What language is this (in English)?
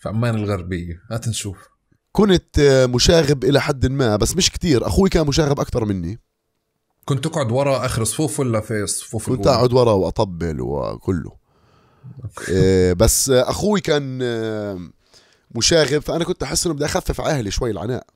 North Levantine Arabic